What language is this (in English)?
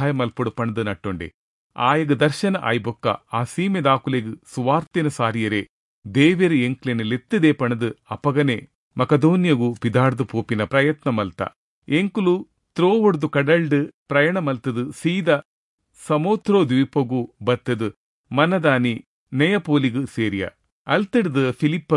Tulu